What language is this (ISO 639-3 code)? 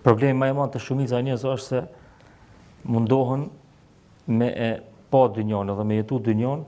sqi